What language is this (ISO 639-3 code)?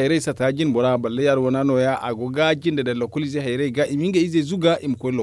dje